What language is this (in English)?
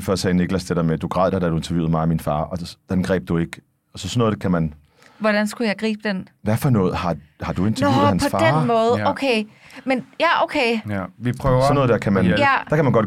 Danish